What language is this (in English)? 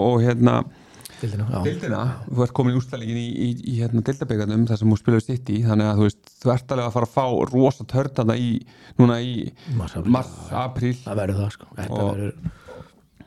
Icelandic